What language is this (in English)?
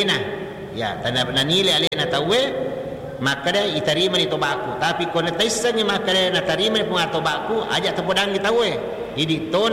Buginese